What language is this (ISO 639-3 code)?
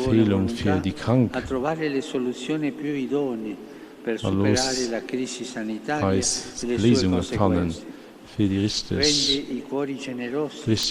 ltz